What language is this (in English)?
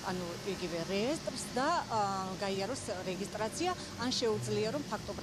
Georgian